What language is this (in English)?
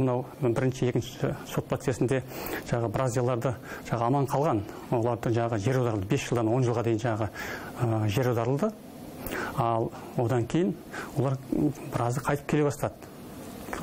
Kazakh